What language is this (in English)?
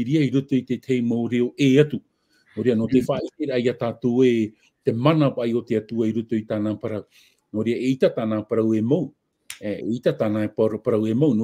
Tahitian